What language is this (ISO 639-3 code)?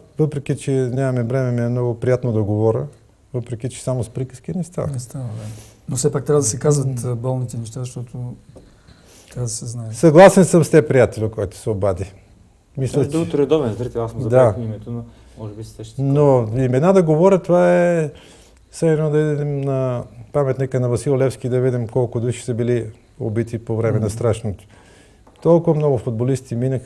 bul